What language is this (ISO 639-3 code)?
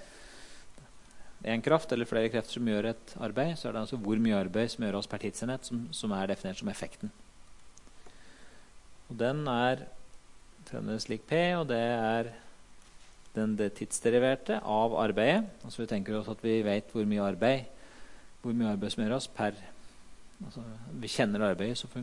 nor